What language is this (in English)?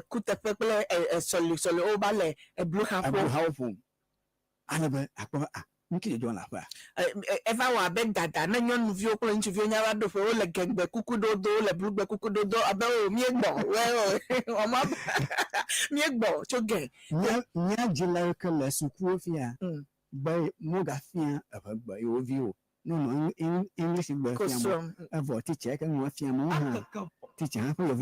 Ewe